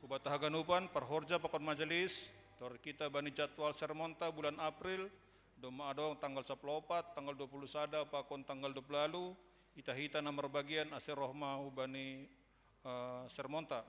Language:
Batak Simalungun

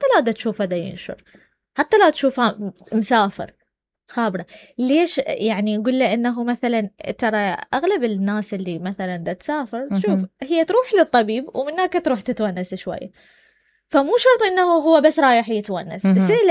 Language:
Mesopotamian Arabic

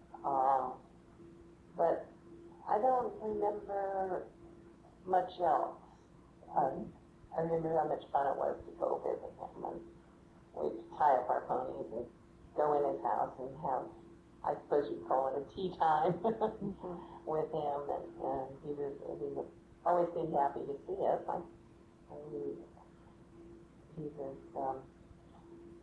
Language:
English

